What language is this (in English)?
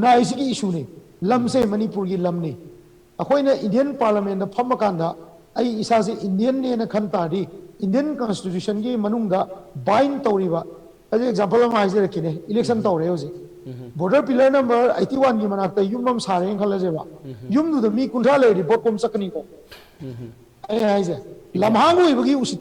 Manipuri